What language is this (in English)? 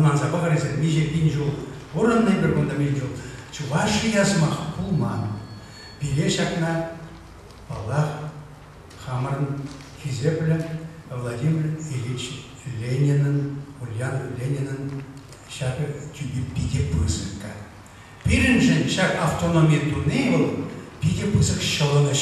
Chuvash